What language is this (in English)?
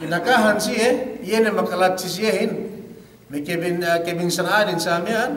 Yakan